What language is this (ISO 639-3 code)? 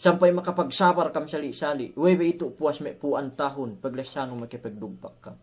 yka